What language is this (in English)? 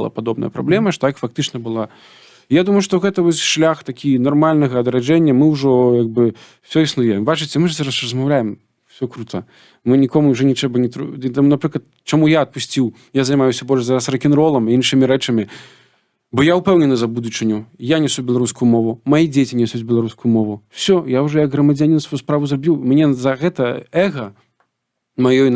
Belarusian